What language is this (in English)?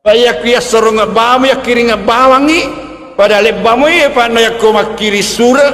Buginese